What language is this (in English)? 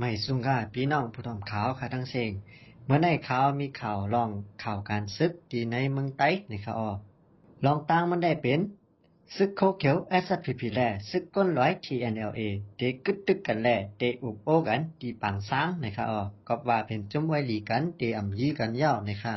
Shan